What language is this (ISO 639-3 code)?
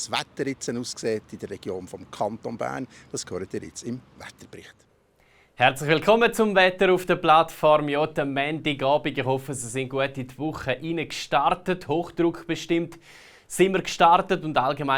gsw